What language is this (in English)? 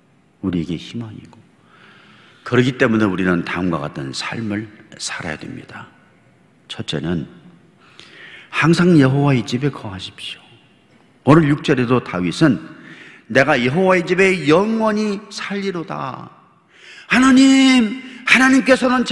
Korean